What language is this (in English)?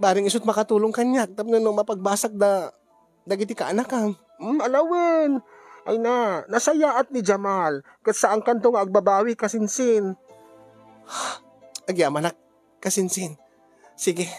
Iloko